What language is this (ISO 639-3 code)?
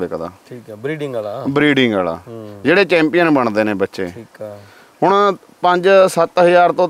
pan